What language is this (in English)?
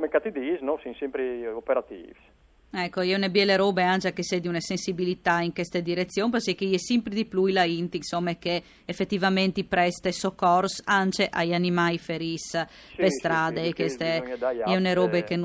Friulian